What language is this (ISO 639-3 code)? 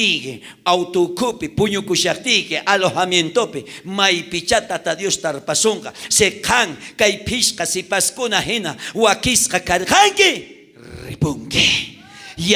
quh